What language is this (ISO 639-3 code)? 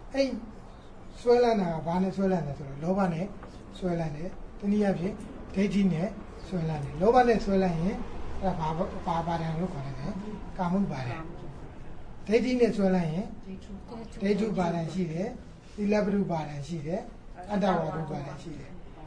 mya